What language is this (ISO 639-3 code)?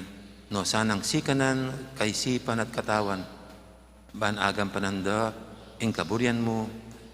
pam